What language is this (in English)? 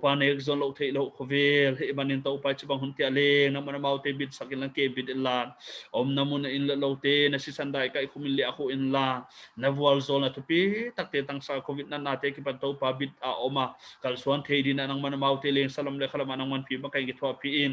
Paite Chin